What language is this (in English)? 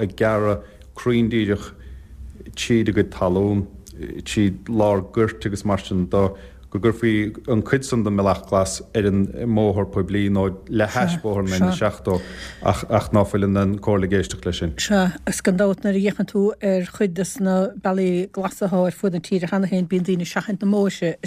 Irish